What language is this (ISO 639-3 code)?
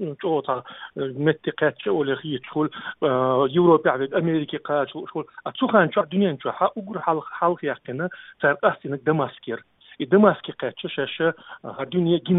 che